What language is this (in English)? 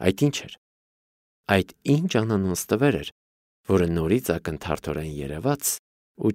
Armenian